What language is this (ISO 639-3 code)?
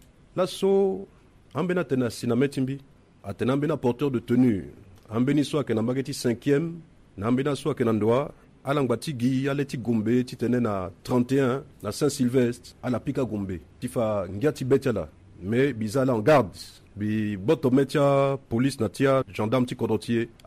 sag